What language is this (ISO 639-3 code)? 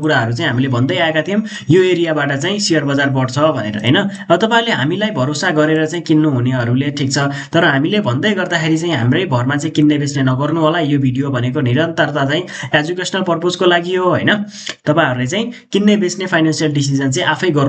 nep